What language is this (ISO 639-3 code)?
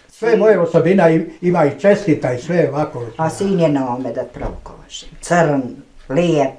bos